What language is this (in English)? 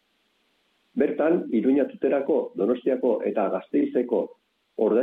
Basque